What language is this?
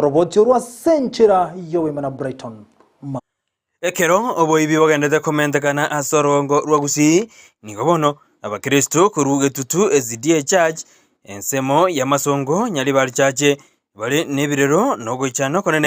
Gusii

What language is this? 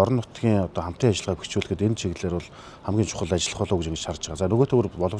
Mongolian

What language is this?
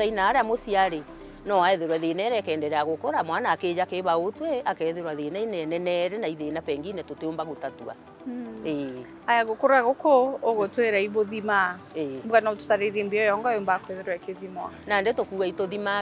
Meru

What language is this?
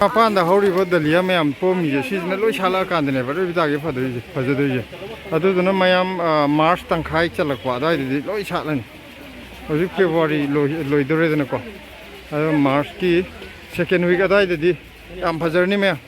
Manipuri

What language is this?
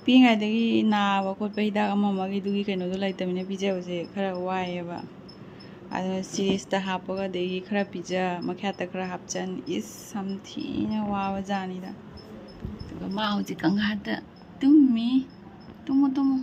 Manipuri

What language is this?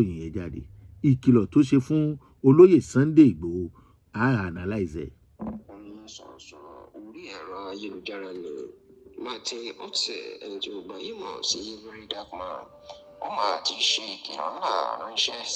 Yoruba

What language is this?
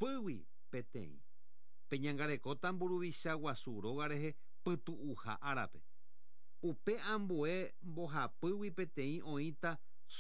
Guarani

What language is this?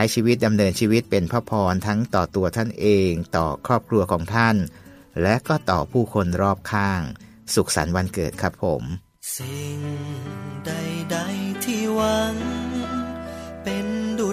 Thai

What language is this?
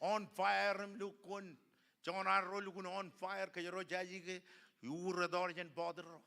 Marshallese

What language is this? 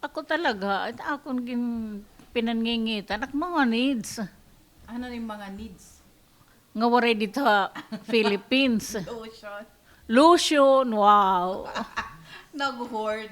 Waray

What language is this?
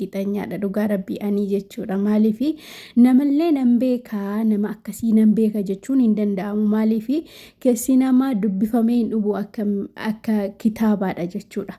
Oromo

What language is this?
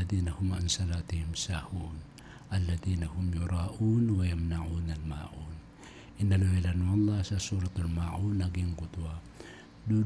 Maranao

